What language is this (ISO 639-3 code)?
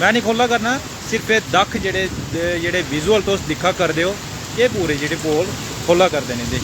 doi